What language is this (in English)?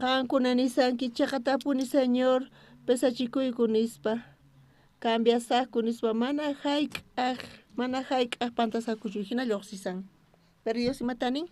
South Bolivian Quechua